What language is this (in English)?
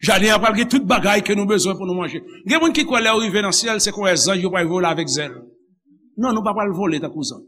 Haitian Creole